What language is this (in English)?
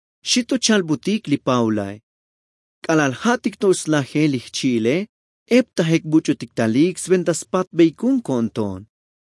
Tzotzil